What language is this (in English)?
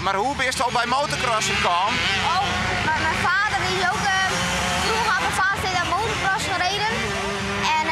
Western Frisian